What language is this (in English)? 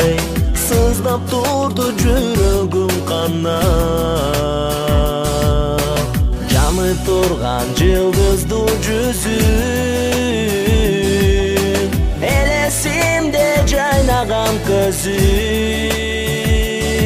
Kyrgyz